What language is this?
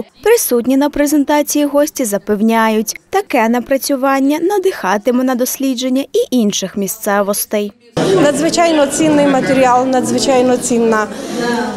Ukrainian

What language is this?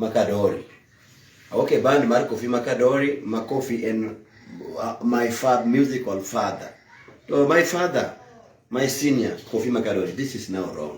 Luo (Kenya and Tanzania)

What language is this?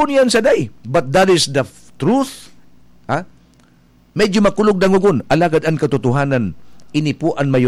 Bikol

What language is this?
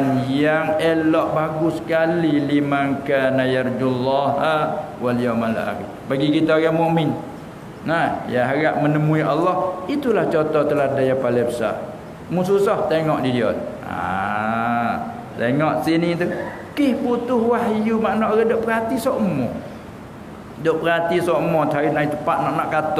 Malay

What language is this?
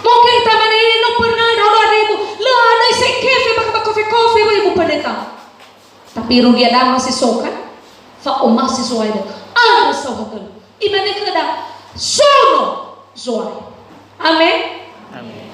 Nias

